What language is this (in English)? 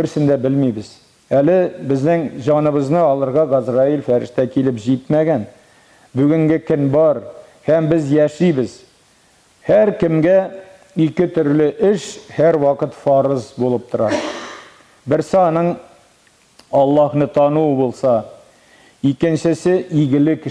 Tatar